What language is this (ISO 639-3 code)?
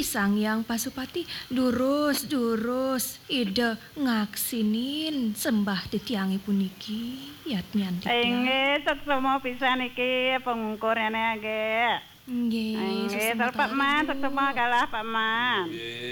ban